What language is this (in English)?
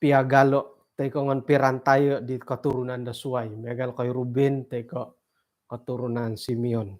Central Dusun